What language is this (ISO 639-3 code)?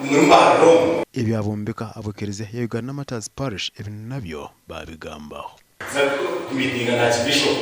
nyn